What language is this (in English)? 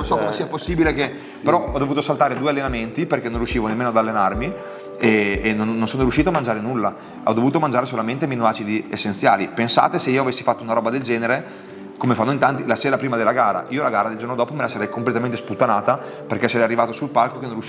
Italian